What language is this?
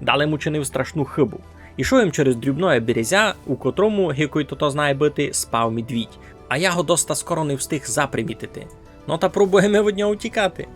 Rusyn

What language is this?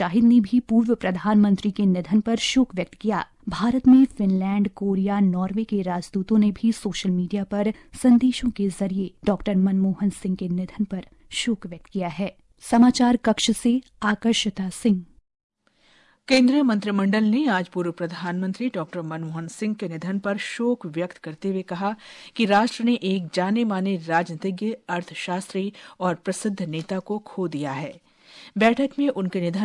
Hindi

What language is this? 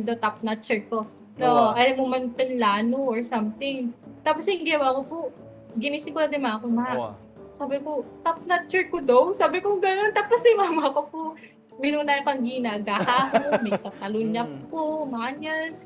Pampanga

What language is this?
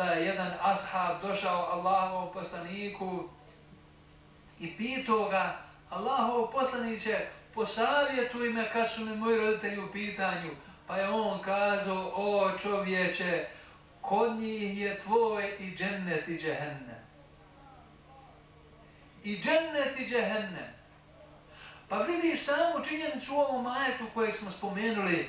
Bosnian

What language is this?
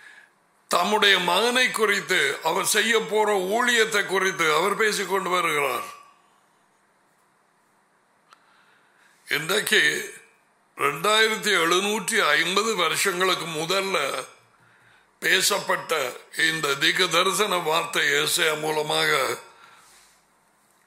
Tamil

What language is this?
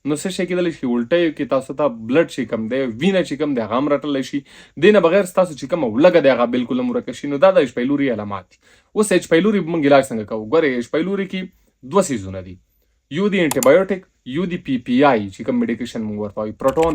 Pashto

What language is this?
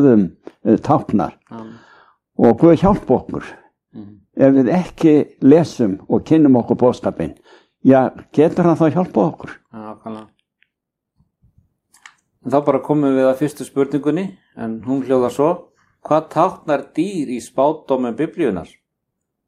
Icelandic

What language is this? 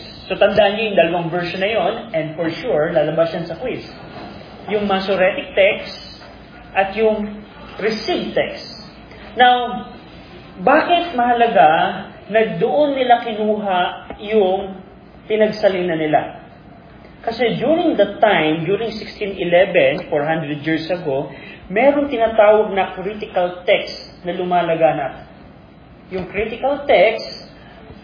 Filipino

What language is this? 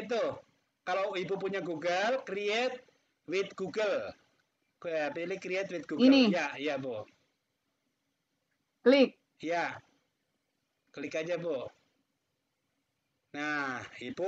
Indonesian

